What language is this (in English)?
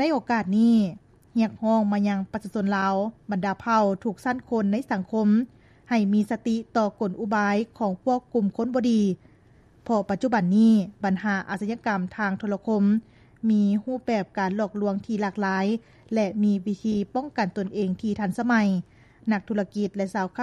Lao